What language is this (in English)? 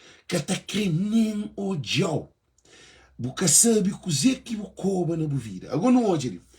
Kabuverdianu